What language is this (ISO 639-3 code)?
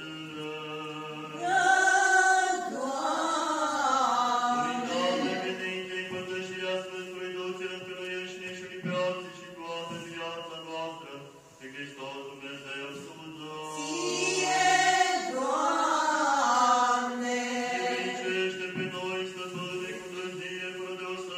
ron